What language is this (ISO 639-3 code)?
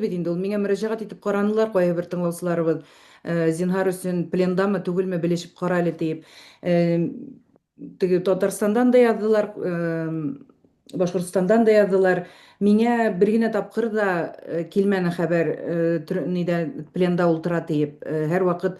bak